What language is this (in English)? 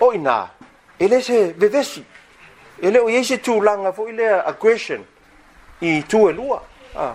Samoan